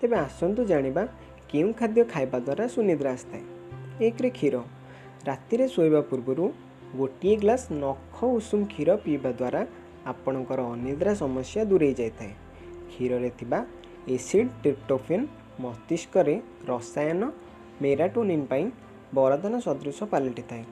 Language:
Odia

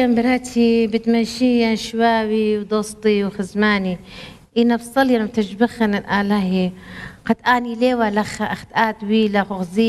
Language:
Assyrian Neo-Aramaic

